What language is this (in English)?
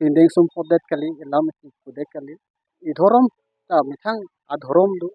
Karbi